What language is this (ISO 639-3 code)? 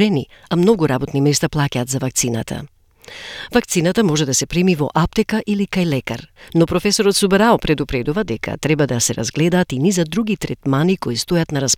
mkd